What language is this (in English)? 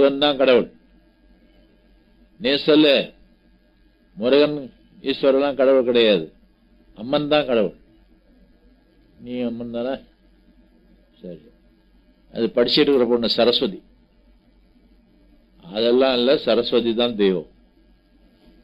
Tamil